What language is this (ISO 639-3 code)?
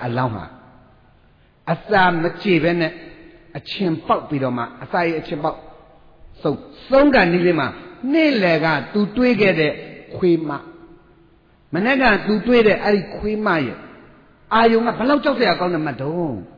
mya